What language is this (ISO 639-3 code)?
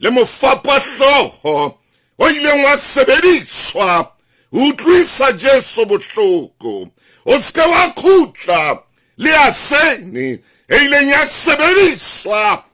sot